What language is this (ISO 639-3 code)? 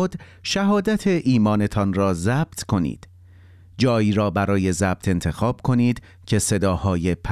fas